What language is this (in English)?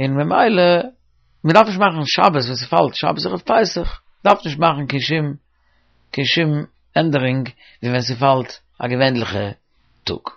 Yiddish